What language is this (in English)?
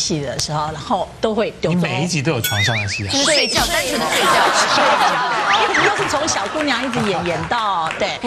Chinese